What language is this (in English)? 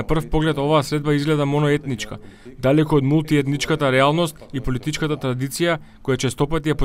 Macedonian